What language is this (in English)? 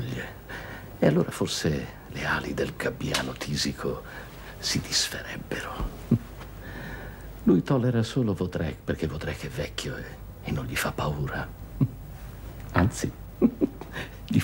Italian